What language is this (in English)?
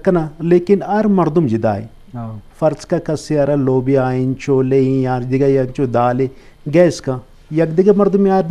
Eastern Balochi